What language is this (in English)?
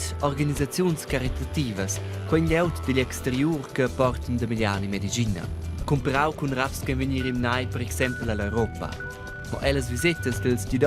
Romansh